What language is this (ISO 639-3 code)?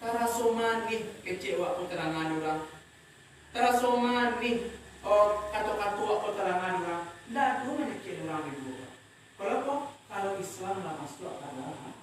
min